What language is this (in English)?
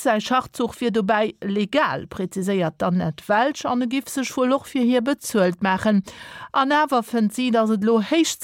Luxembourgish